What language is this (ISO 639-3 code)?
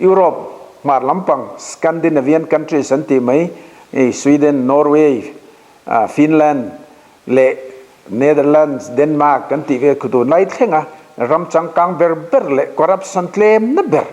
lus